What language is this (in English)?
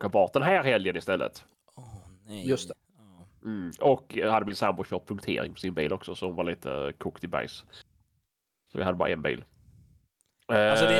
Swedish